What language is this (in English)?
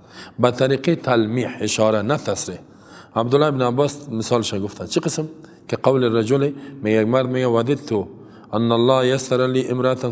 Persian